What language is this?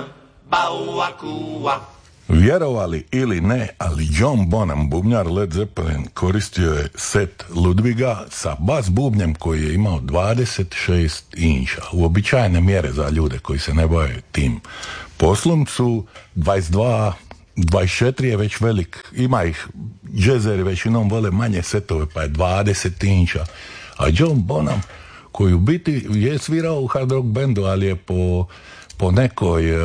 Croatian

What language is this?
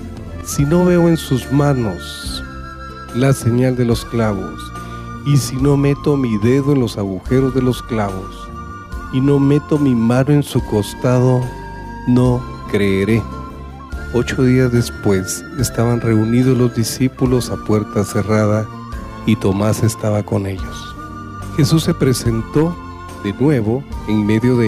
Spanish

